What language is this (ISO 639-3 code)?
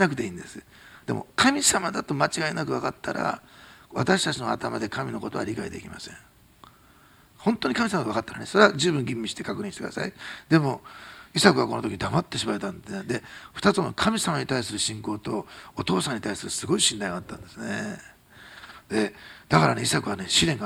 jpn